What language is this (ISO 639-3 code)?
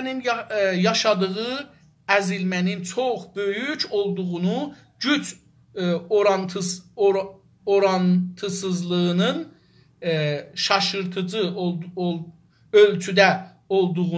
azb